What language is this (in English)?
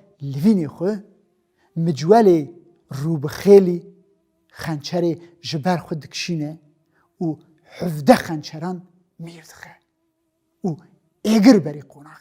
Kurdish